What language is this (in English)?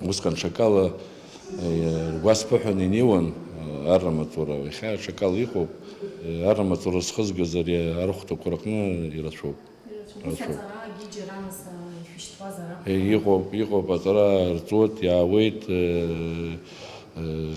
Abkhazian